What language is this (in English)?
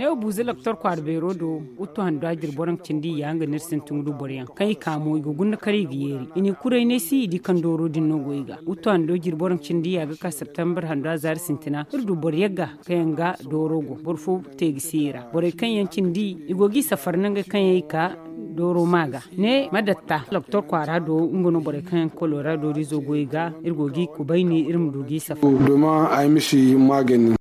Zarma